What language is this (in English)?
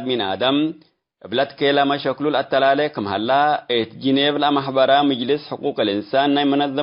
Tigre